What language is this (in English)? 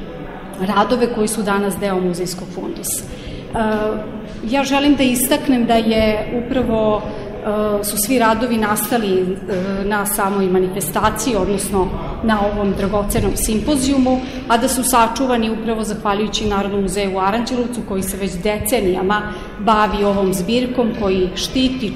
Serbian